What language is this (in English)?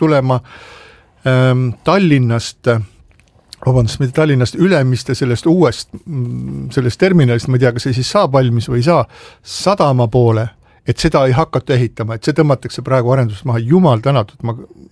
Estonian